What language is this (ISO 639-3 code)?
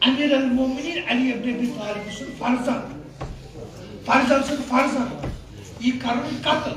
kas